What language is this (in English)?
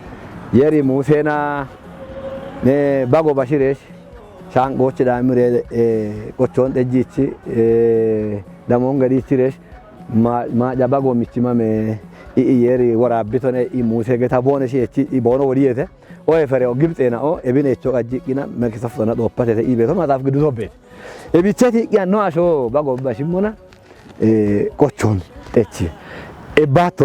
Kafa